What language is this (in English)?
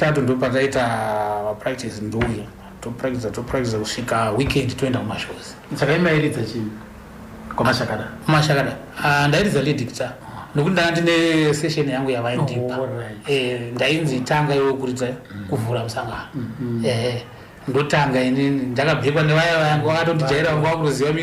Shona